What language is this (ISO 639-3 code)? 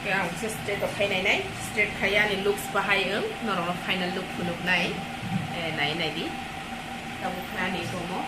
trp